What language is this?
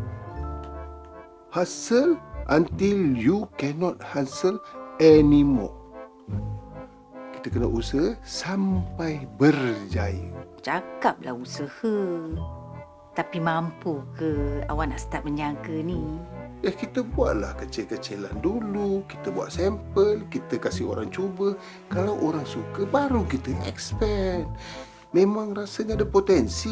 Malay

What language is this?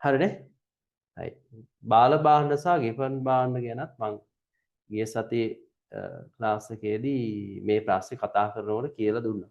Sinhala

